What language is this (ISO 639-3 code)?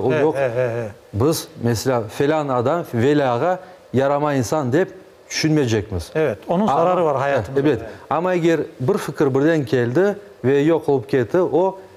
crh